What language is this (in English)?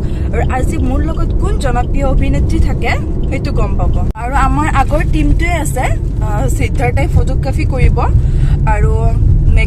Assamese